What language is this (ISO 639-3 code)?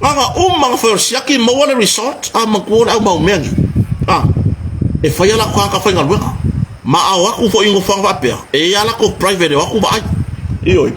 smo